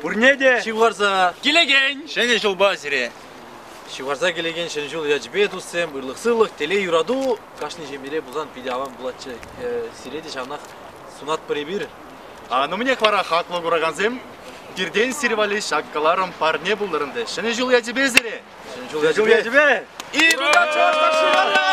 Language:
Chuvash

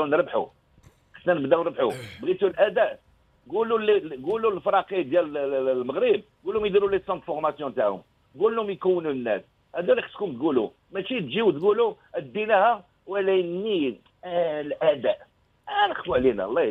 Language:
Moroccan Arabic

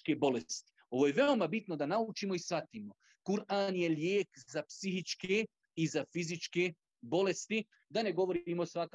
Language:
Bosnian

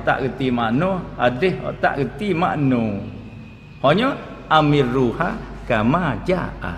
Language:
Malay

